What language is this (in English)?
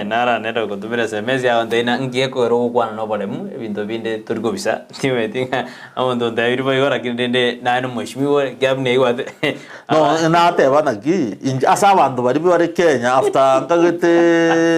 Gusii